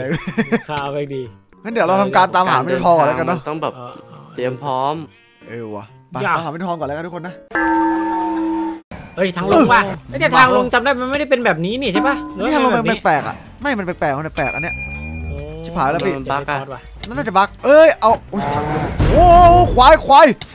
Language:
Thai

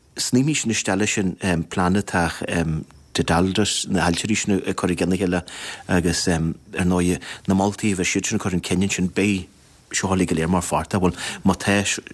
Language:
Irish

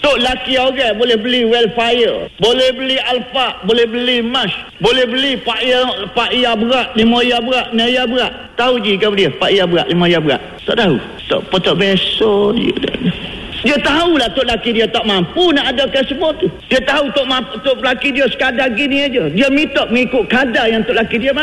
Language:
Malay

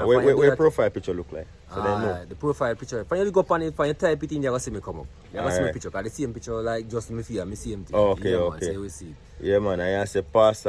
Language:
Jamaican Creole English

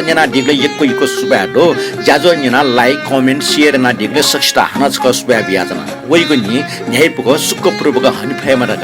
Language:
Newari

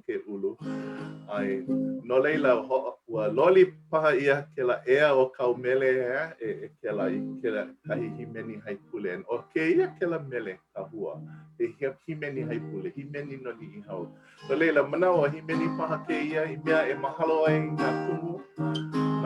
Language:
Hawaiian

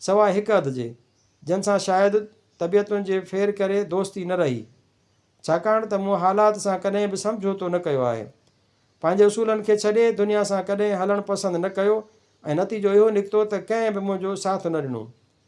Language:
Sindhi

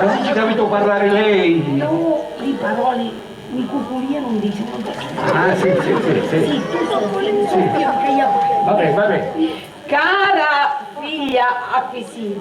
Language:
Sicilian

